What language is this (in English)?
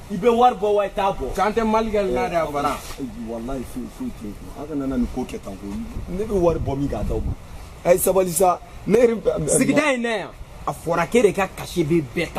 Bambara